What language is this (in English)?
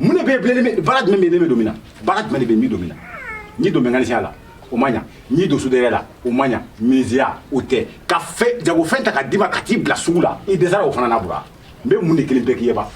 Bambara